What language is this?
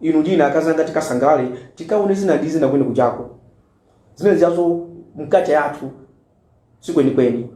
Nyanja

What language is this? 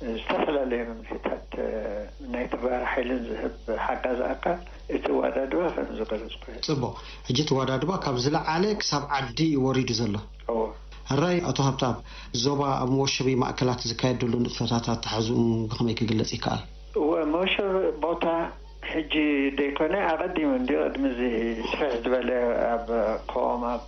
Tigrinya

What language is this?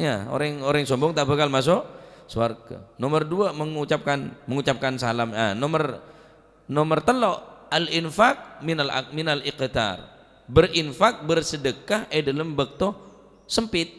Madurese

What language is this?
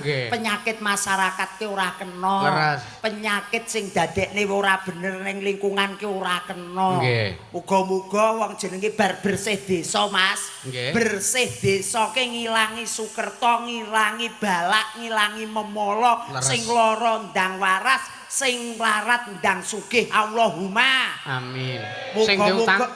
Javanese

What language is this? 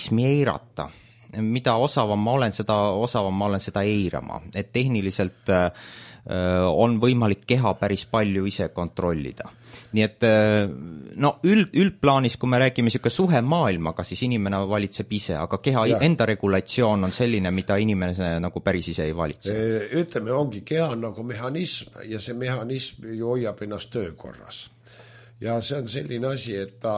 Estonian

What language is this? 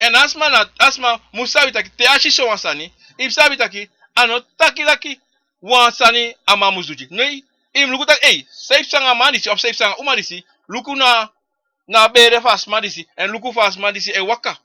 Sranan Tongo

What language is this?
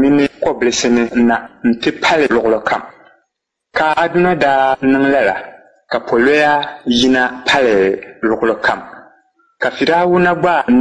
Dagbani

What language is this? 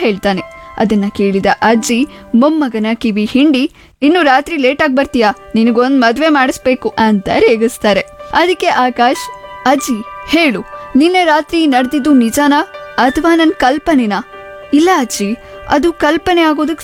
Kannada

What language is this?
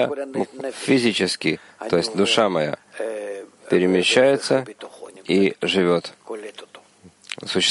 Russian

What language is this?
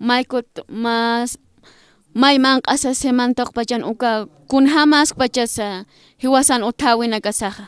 Aymara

